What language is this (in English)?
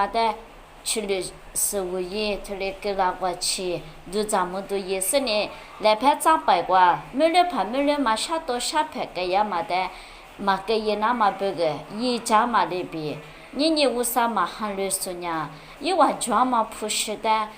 Lisu